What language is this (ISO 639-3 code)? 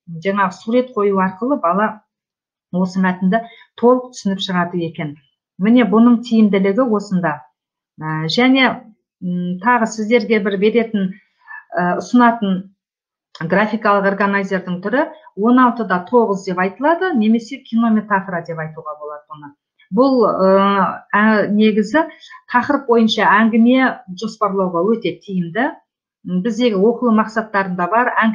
kaz